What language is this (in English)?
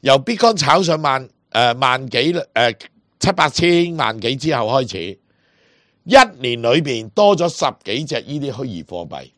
Cantonese